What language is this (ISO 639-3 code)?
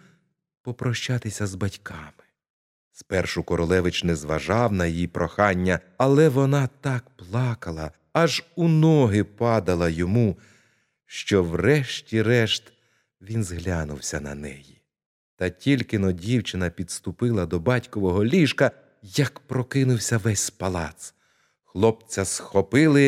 ukr